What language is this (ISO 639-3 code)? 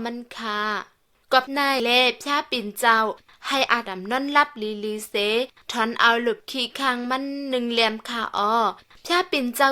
shn